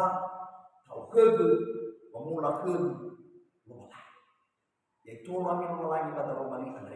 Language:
Nias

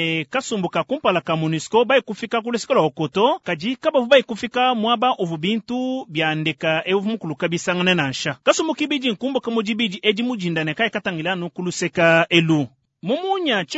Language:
Luba-Lulua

